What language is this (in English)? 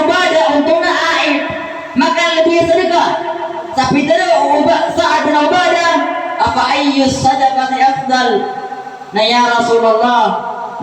Maranao